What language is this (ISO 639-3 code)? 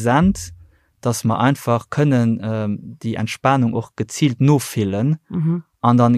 ltz